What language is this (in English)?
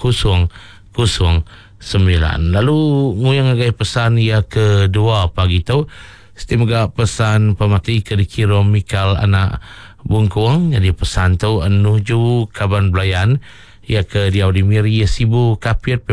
Iban